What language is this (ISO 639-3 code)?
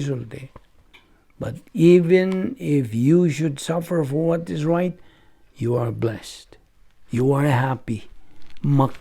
ceb